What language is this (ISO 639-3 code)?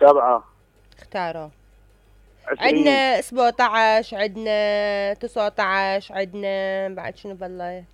acm